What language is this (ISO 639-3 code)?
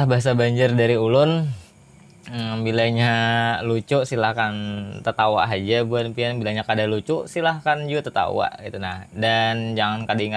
bjn